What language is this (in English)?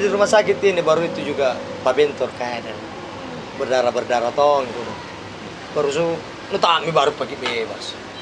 Makassar Malay